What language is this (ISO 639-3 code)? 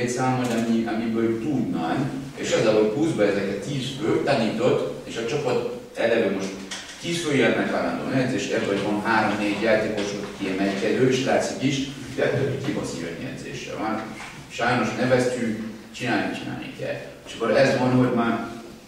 hun